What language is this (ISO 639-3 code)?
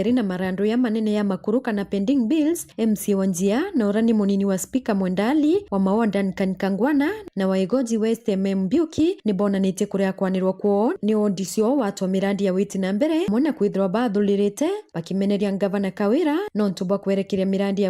mer